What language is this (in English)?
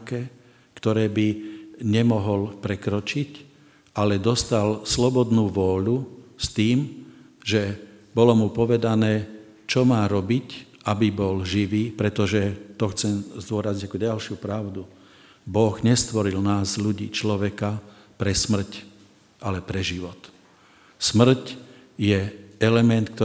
Slovak